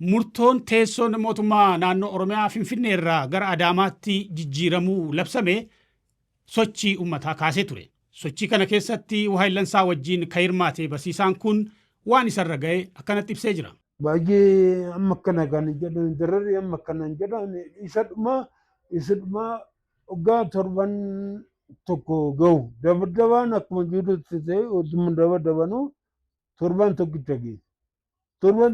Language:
Oromo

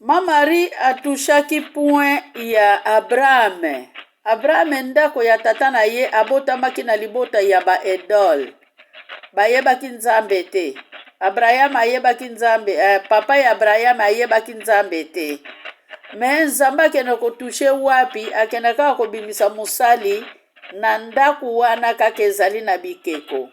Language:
Lingala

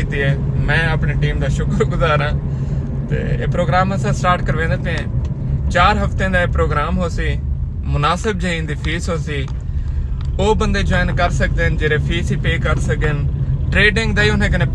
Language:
Saraiki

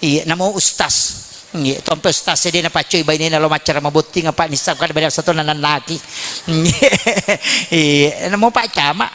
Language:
Buginese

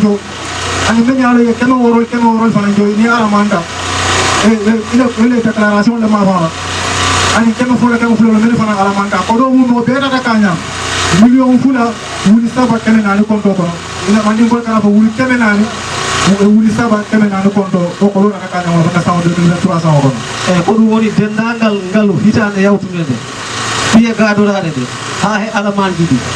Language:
Fula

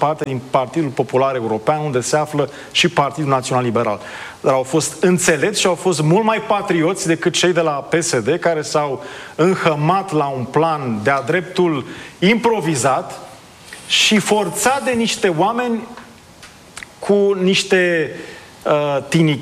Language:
Romanian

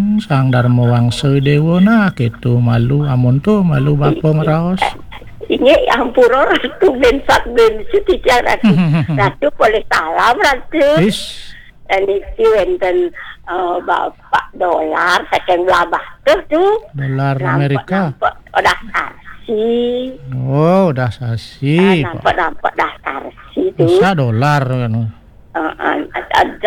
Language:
Balinese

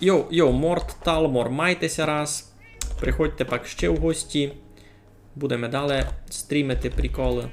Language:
Rusyn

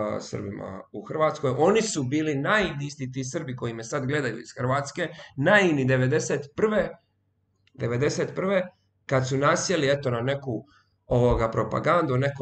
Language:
Croatian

